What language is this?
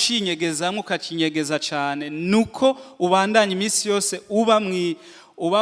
Rundi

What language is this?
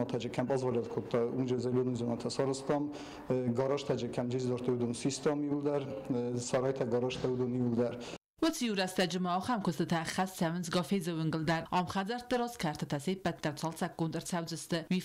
Ossetic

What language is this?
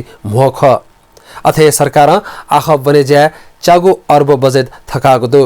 Newari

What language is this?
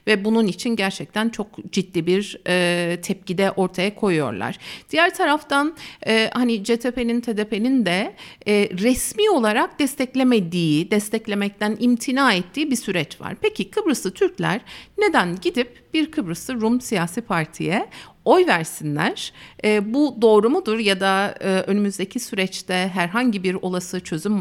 Turkish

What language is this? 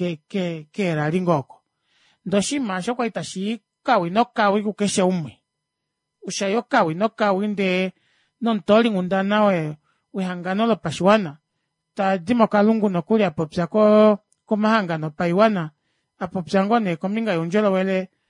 Kuanyama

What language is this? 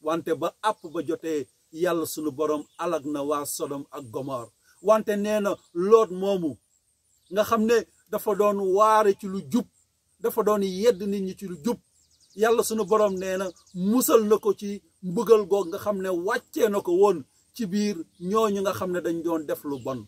Wolof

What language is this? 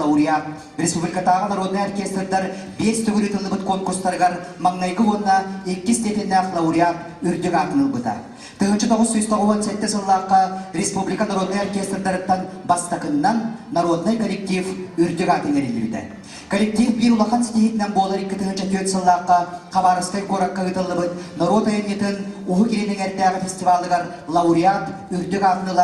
Yakut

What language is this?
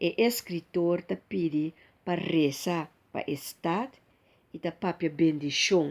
Papiamento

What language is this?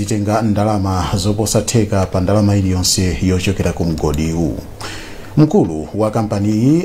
Nyanja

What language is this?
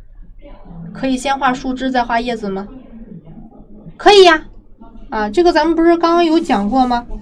Chinese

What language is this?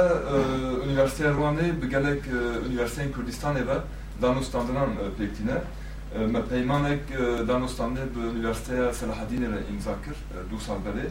Kurdish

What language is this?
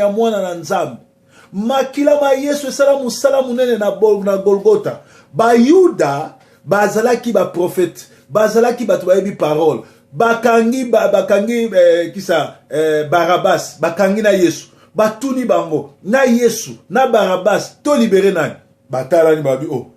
Lingala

